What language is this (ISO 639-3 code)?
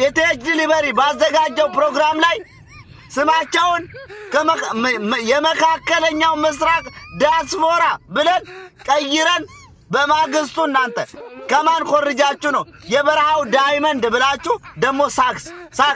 amh